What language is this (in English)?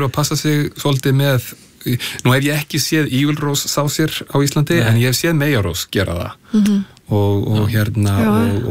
Icelandic